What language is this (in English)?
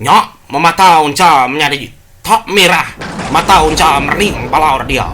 Iban